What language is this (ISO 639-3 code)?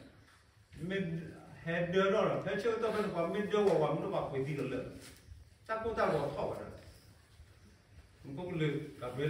ksw